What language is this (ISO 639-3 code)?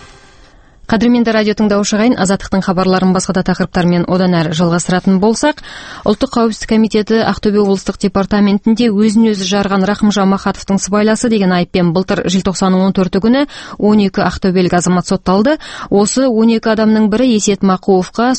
kaz